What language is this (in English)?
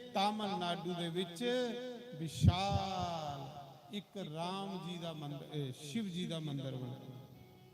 Dogri